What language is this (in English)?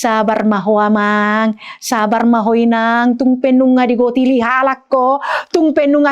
Batak Toba